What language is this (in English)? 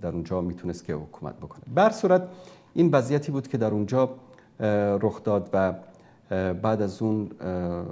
Persian